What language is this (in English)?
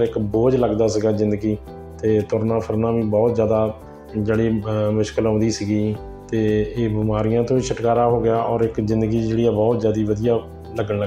Punjabi